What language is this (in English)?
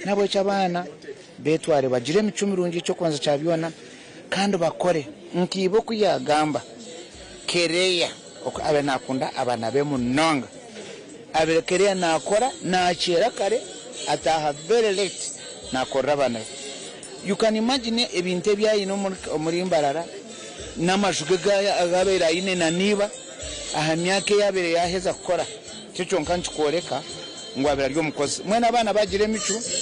Nyankole